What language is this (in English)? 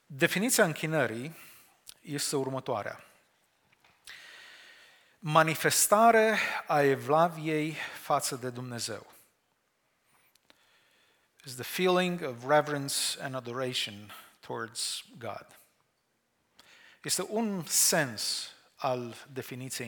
Romanian